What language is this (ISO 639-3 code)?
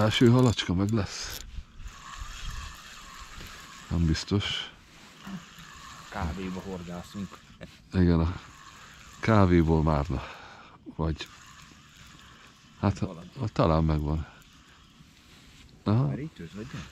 hun